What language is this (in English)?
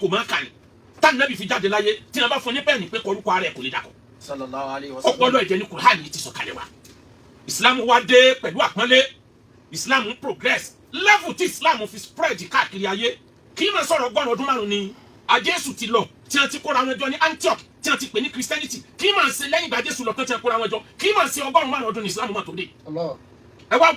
Yoruba